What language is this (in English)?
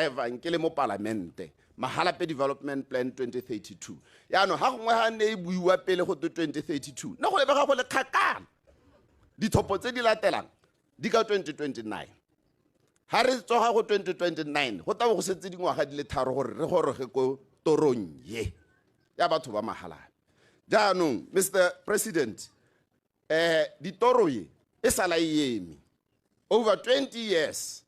Tswana